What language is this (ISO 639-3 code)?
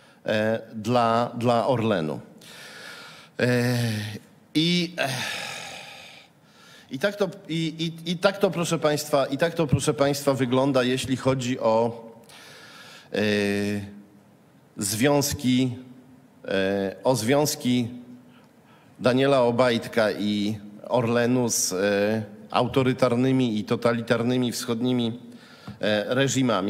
pol